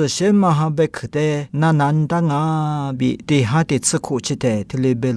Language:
Lisu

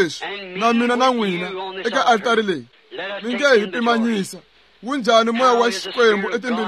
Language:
Tsonga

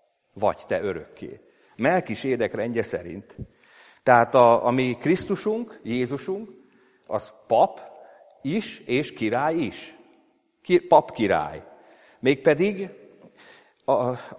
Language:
Hungarian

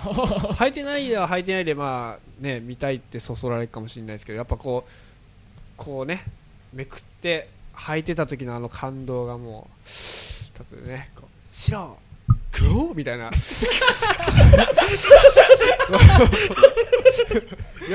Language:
Japanese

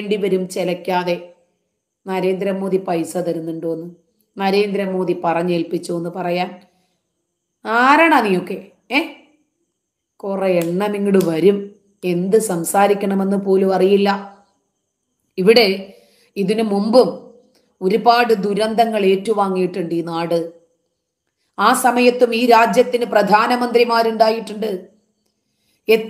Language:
Malayalam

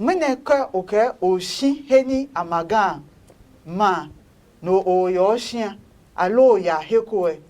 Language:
Adangme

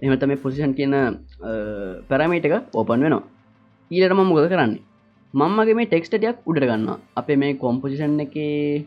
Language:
Sinhala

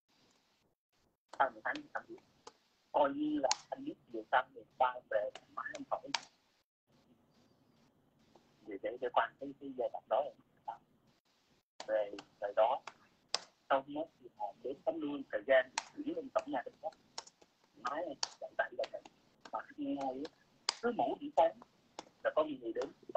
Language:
Vietnamese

